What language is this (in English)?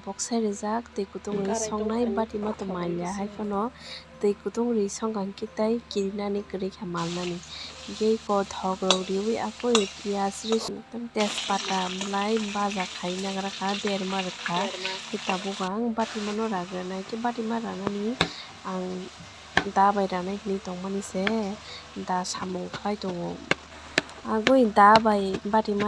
Kok Borok